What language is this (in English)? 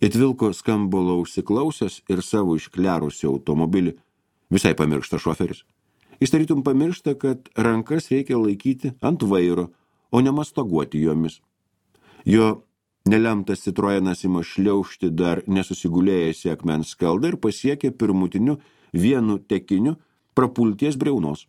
Lithuanian